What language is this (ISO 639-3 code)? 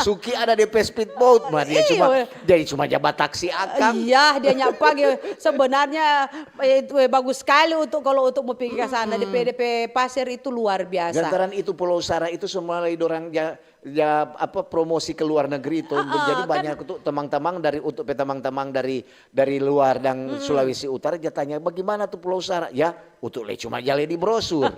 xmm